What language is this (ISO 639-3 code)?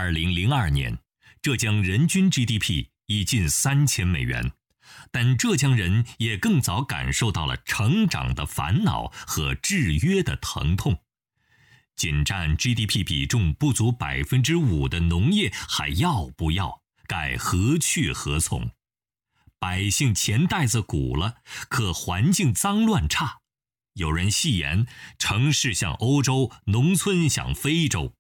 zho